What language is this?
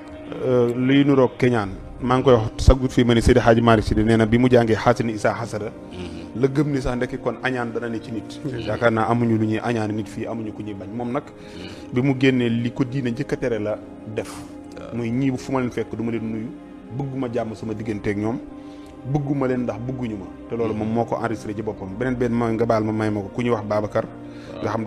Wolof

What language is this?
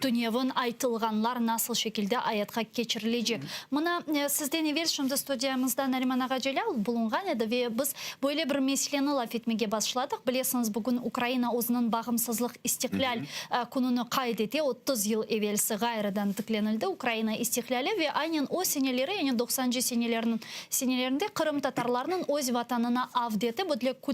Crimean Tatar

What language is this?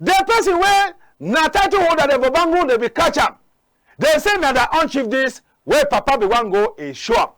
Cameroon Pidgin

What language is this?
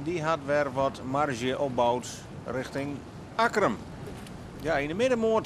Western Frisian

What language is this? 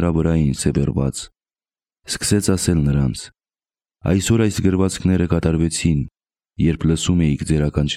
Armenian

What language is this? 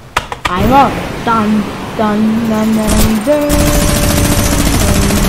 Croatian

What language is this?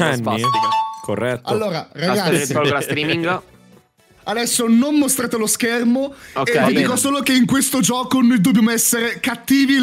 Italian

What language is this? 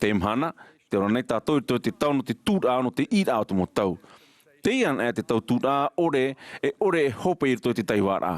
Tahitian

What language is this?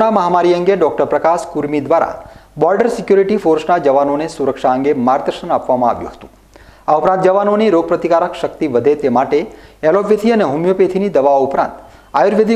Gujarati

